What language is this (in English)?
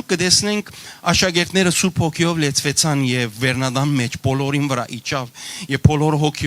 Western Armenian